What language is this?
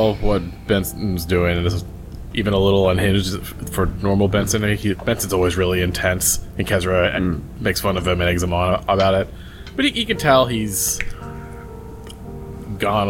English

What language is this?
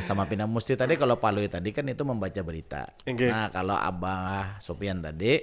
Banjar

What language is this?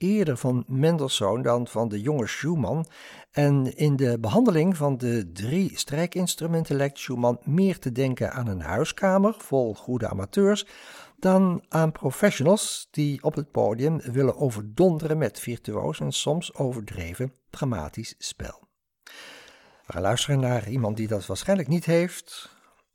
Dutch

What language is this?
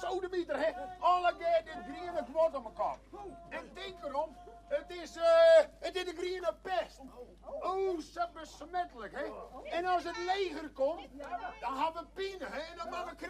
Western Frisian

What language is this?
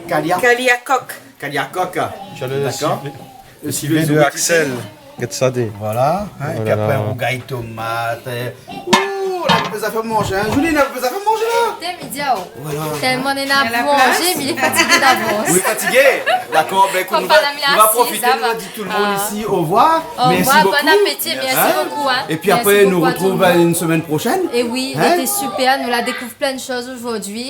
Réunion Creole French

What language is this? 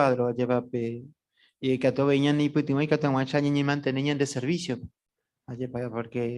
Guarani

